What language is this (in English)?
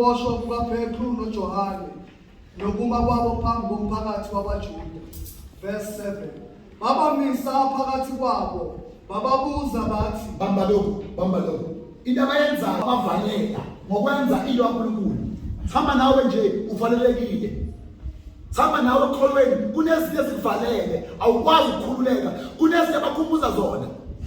Zulu